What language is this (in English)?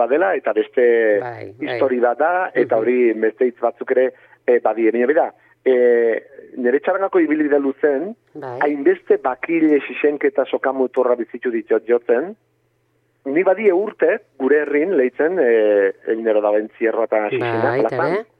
Basque